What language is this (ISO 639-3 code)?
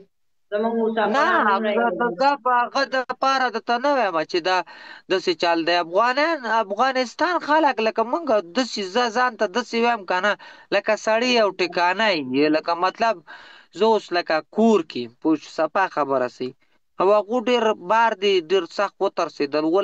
pus